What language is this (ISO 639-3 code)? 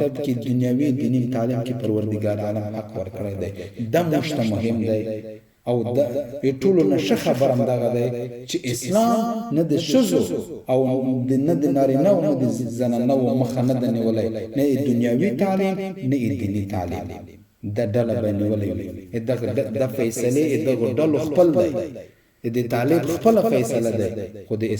pus